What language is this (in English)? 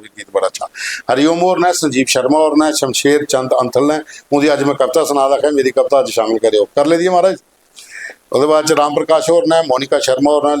Dogri